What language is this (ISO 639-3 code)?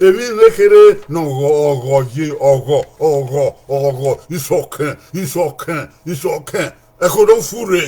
bin